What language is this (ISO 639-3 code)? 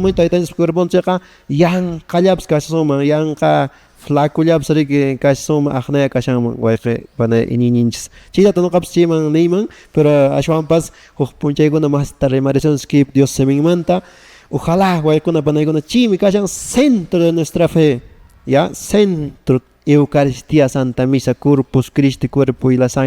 que